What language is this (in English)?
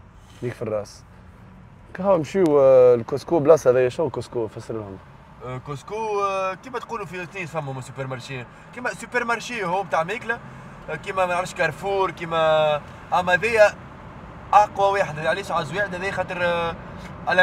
Tunisian Arabic